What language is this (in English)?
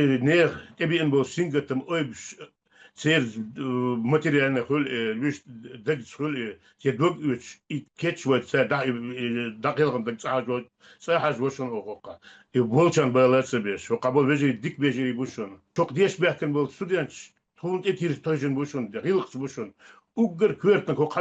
Chechen